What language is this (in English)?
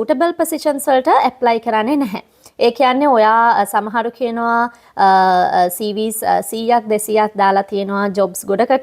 Sinhala